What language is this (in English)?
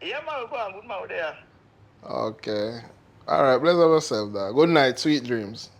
Jamaican Creole English